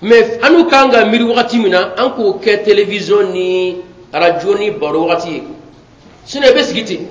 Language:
Bambara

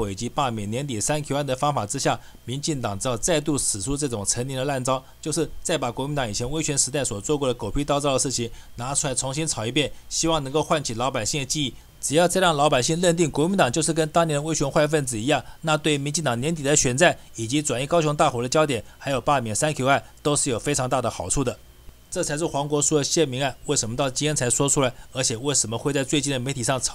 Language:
Chinese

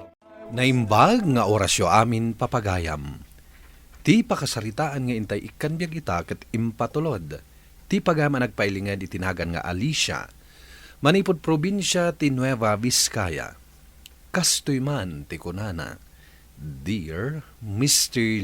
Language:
Iloko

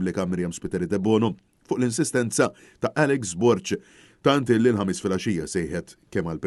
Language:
Maltese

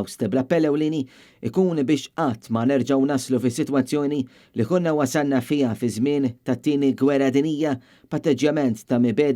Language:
Maltese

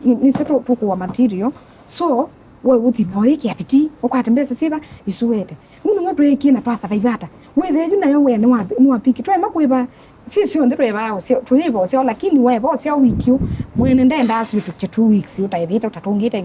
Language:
Kamba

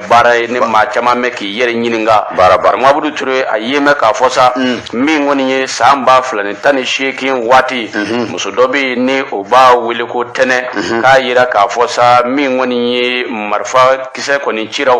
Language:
Bambara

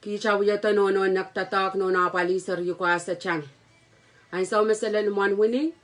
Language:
Pohnpeian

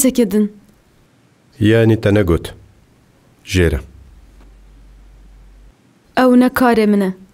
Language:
Kurdish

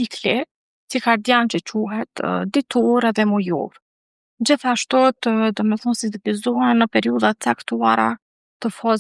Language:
Albanian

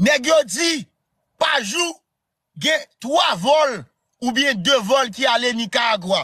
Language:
Haitian Creole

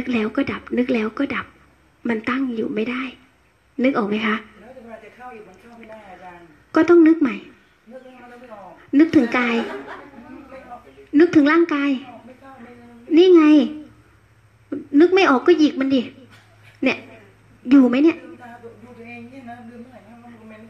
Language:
Thai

